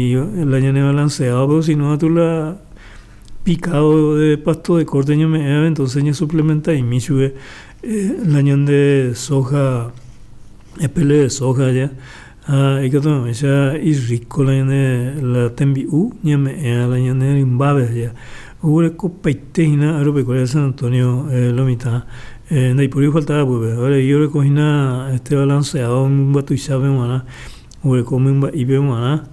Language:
Guarani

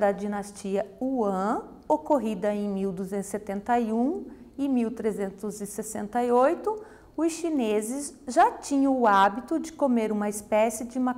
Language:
Portuguese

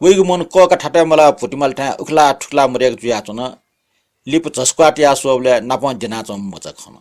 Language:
Newari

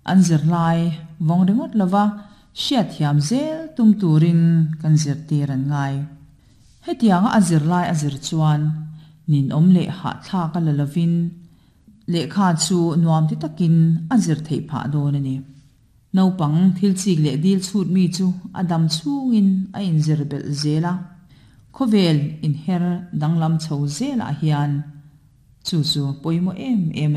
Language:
Mizo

